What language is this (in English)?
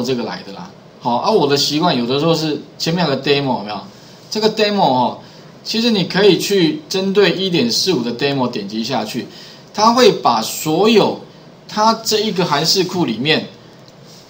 Chinese